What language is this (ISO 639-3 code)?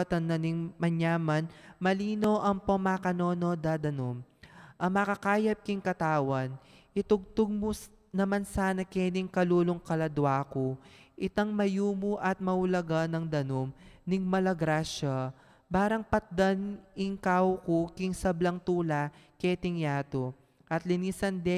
pam